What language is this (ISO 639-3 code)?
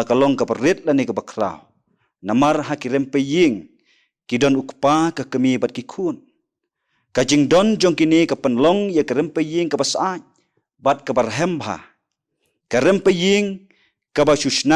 kha